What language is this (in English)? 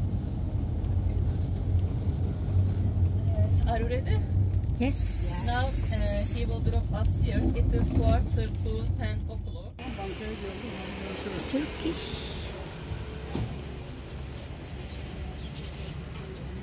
English